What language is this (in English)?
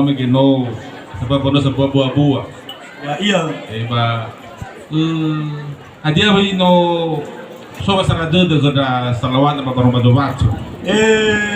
Nias